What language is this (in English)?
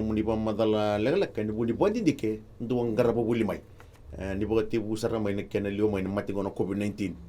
Fijian